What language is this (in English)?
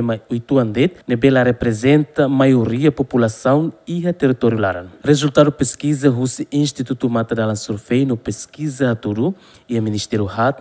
Tetum